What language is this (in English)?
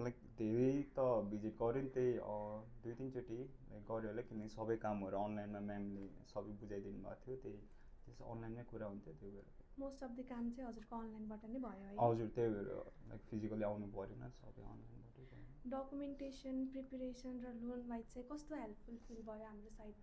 Nepali